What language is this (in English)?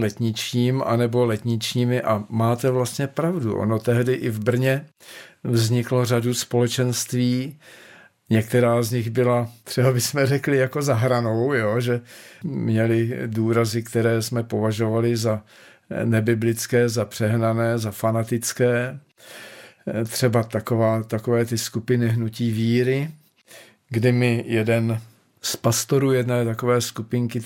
Czech